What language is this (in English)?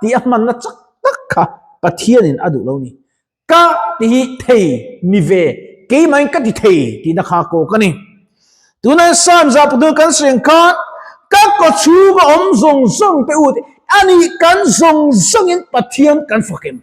Mizo